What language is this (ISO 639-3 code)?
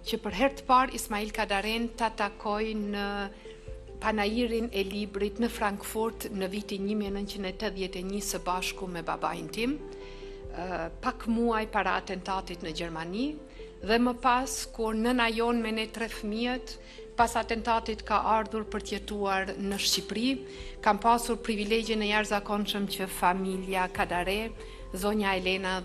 sqi